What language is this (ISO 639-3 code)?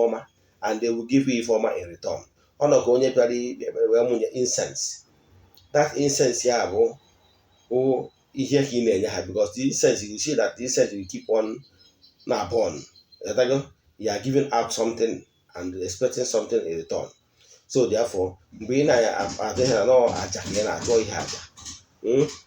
ibo